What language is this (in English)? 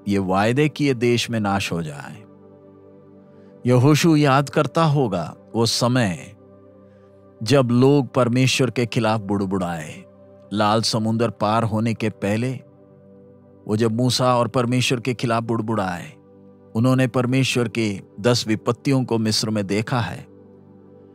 Hindi